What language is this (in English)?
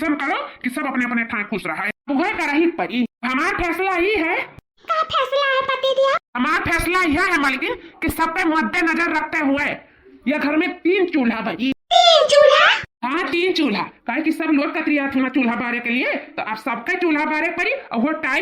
Awadhi